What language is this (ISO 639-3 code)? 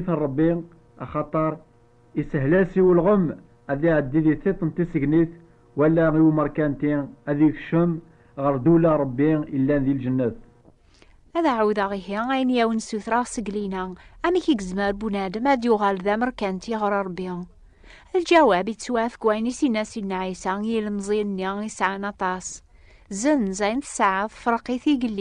kab